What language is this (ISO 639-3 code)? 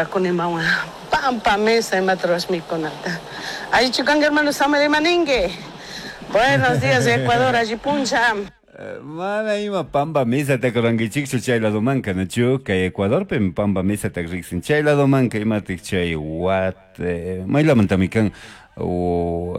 qug